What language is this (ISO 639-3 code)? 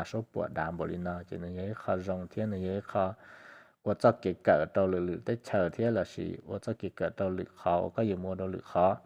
hmn